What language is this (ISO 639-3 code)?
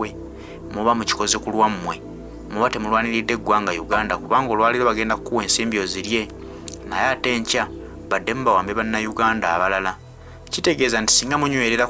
lug